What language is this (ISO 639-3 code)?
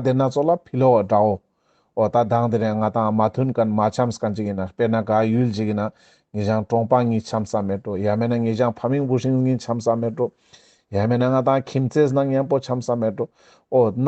lbj